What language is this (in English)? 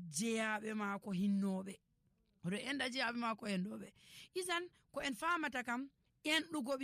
Nigerian Fulfulde